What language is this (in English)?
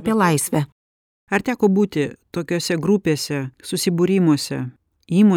Lithuanian